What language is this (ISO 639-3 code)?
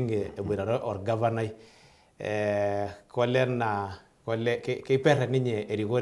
mas